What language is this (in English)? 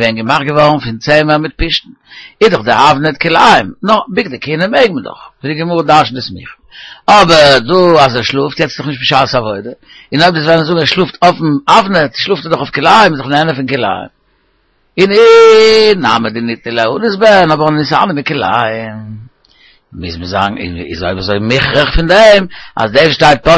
Yiddish